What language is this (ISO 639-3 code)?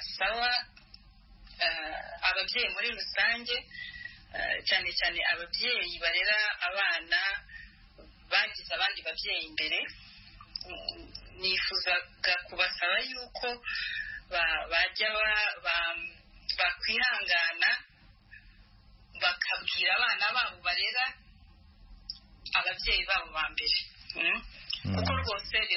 kin